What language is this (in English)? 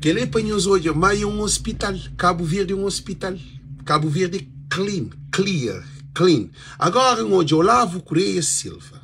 Kabuverdianu